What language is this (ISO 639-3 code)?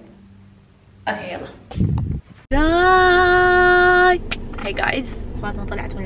afb